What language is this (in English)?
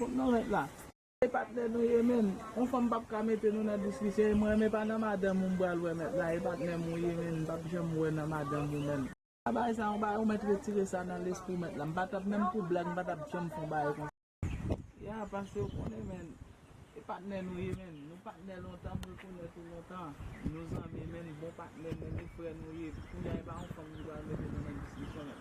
Haitian Creole